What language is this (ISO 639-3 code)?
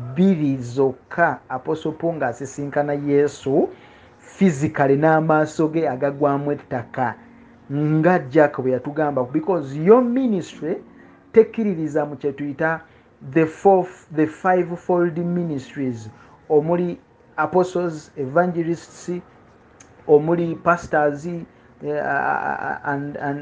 lug